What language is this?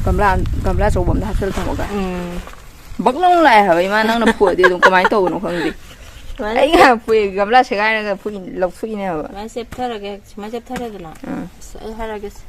Manipuri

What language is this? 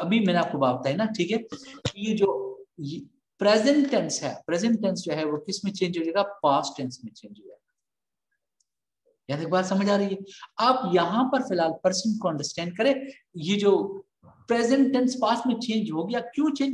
Hindi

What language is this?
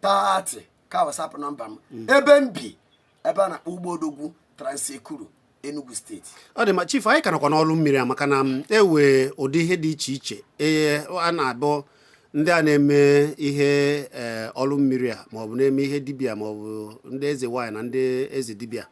Igbo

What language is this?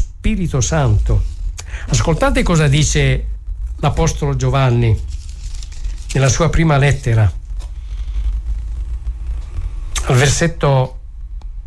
Italian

